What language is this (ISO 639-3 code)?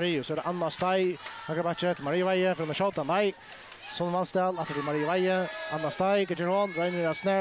fao